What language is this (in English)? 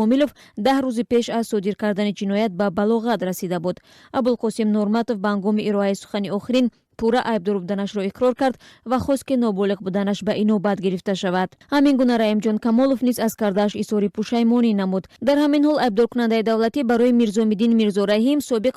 Tajik